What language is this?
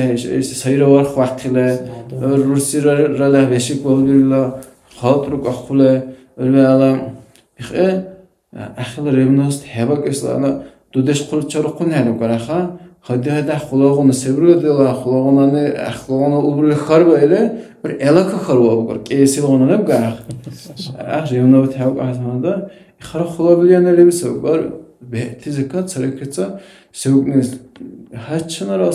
Dargwa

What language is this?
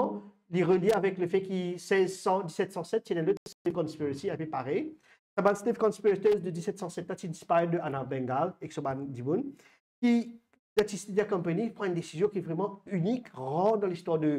Morisyen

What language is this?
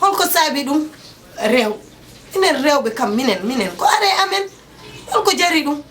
Fula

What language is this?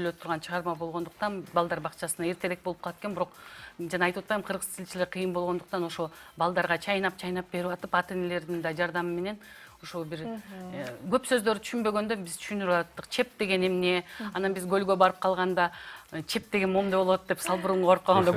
Kyrgyz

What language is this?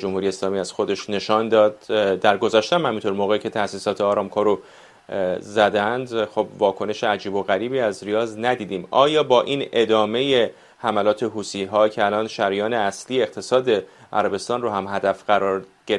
Persian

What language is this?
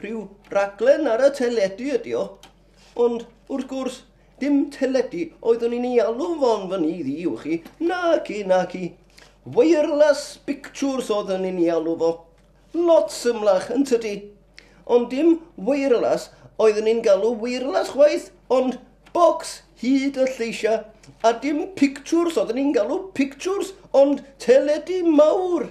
Welsh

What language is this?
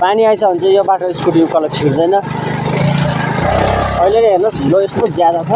Nepali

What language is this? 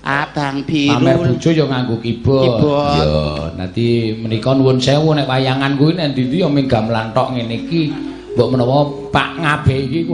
Javanese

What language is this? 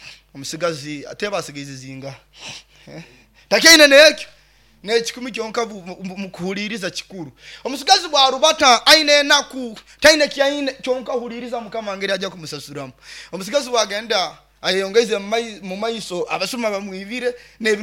Nyoro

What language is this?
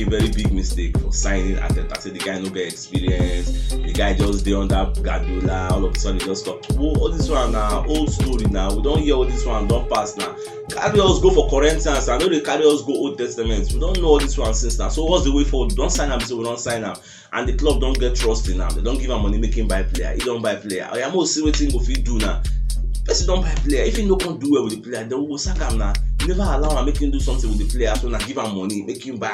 Nigerian Pidgin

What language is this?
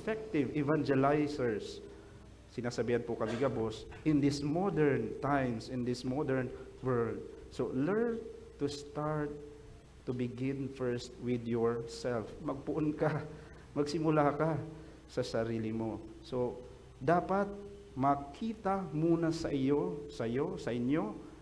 Bikol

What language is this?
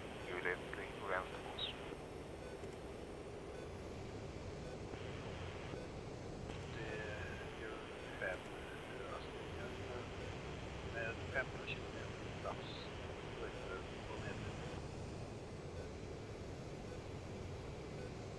Swedish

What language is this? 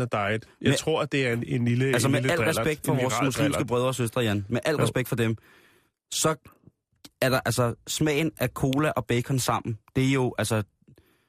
Danish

